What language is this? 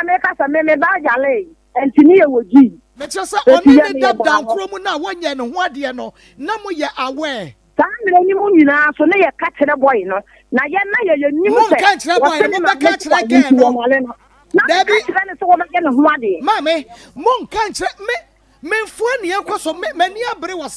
Akan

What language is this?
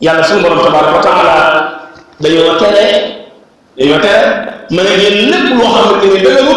Wolof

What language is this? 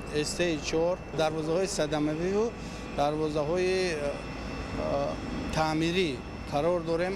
Tajik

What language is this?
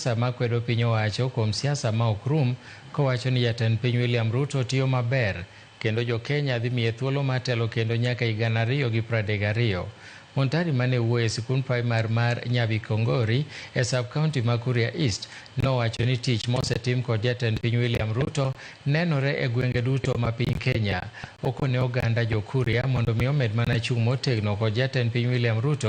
Luo (Kenya and Tanzania)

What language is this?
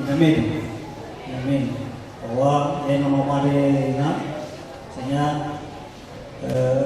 Nias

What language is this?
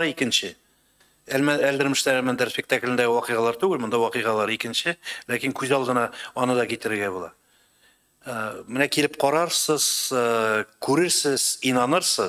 Tatar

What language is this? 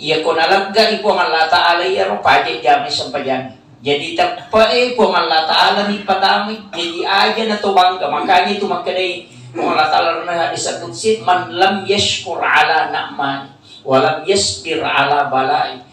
Buginese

